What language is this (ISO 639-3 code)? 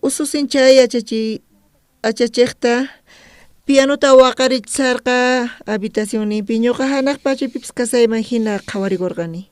quh